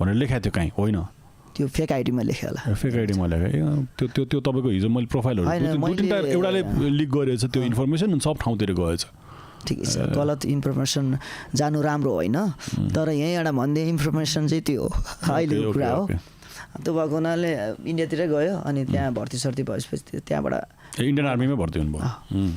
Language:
Nepali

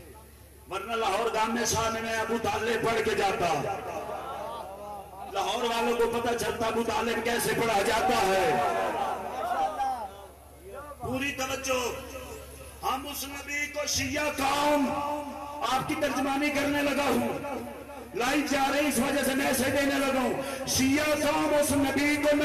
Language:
Urdu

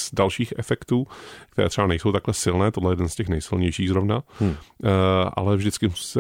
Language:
Czech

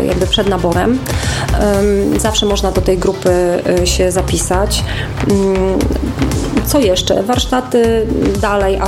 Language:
Polish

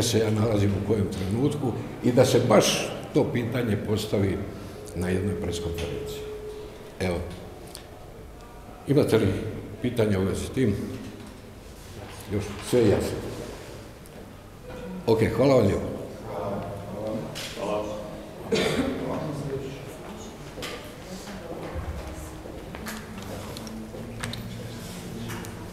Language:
Croatian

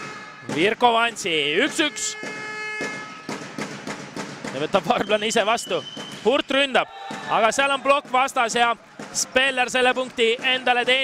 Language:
Estonian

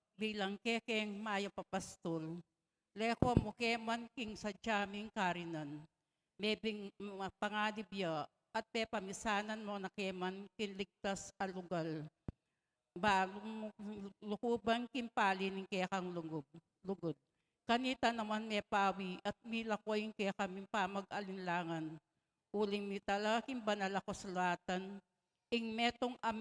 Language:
Pampanga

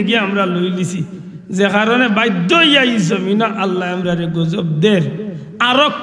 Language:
Sylheti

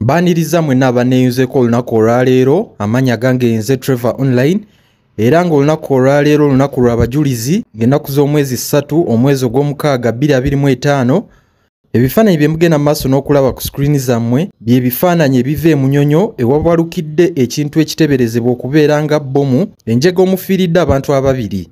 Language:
Ganda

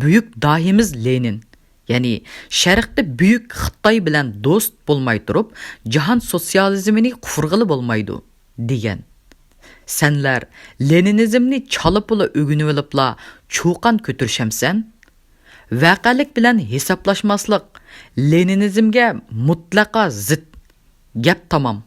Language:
Uyghur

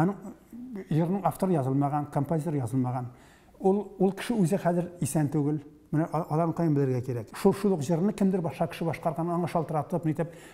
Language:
Tatar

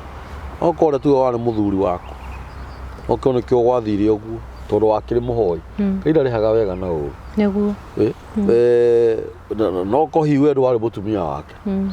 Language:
Kikuyu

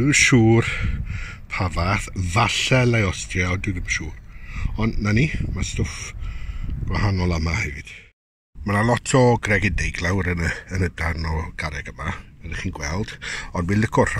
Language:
Welsh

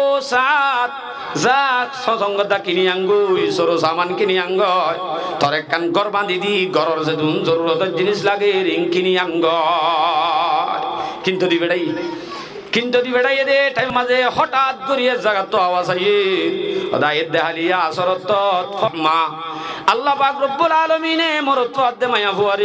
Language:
Rohingya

